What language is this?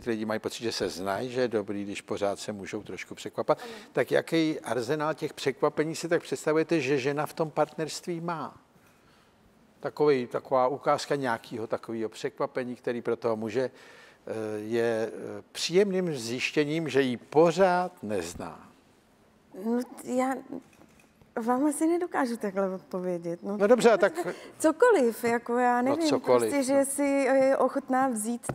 Czech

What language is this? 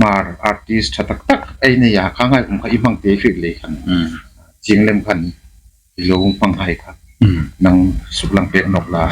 Hmar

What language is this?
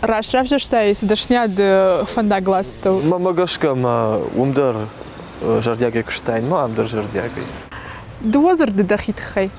Ossetic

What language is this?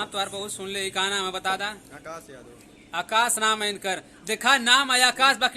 Bhojpuri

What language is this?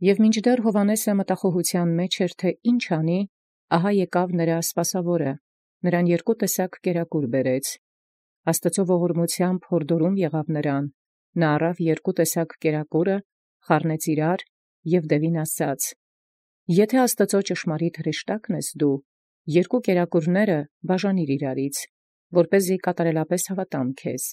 Armenian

